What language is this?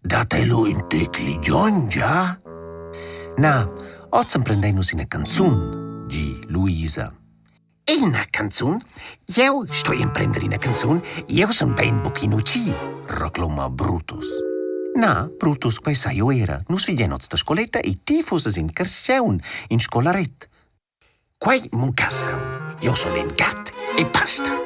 Romansh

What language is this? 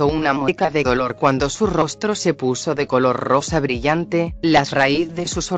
Spanish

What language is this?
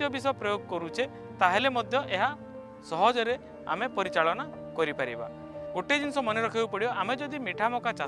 Odia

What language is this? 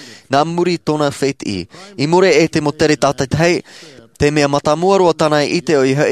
Tahitian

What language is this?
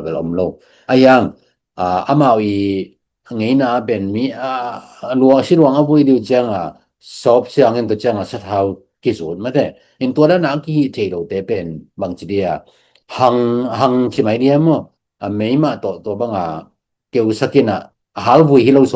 Tedim Chin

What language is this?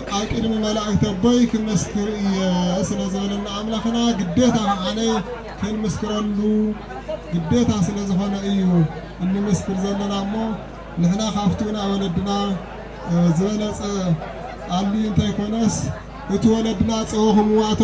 Tigrinya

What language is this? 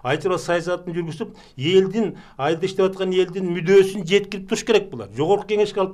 Kyrgyz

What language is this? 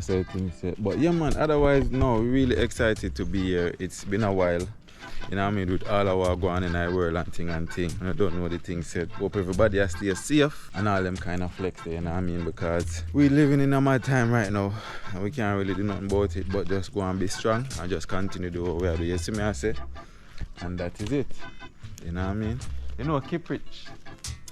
Jamaican Creole English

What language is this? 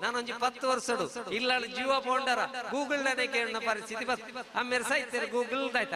Tulu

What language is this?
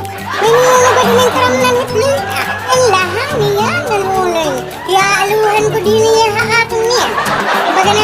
Waray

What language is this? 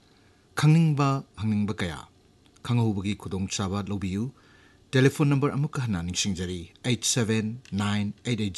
Manipuri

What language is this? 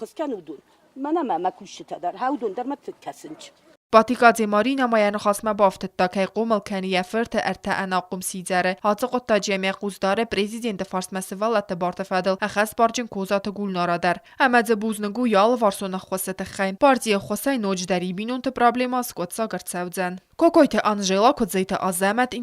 Ossetic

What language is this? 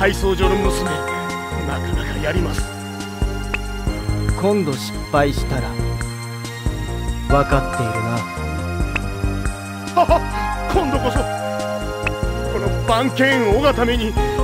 Japanese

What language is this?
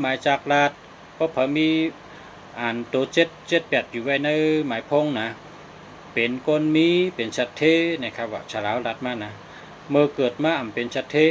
Shan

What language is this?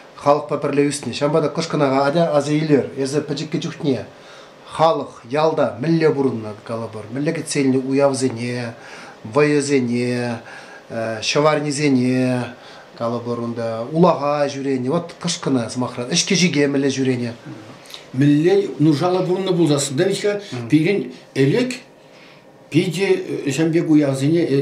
Chuvash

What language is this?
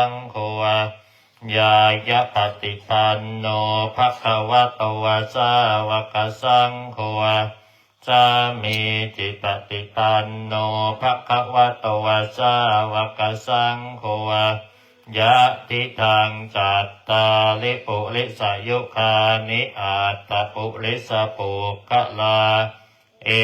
Pali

